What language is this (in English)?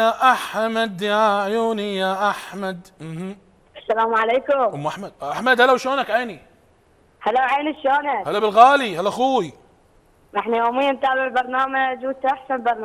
Mesopotamian Arabic